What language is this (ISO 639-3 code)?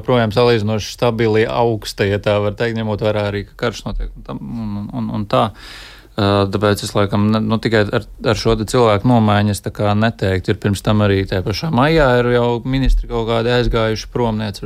lav